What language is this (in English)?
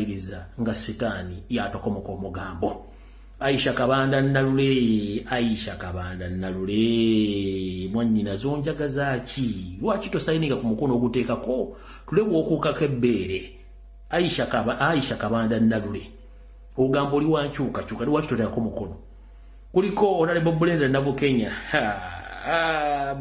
Ganda